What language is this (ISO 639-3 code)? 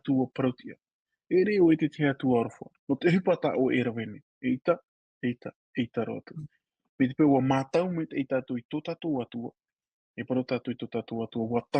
tah